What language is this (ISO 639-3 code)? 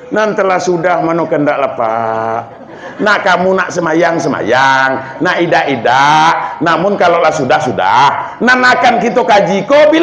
min